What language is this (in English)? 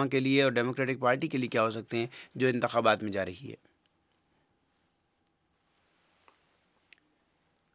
Urdu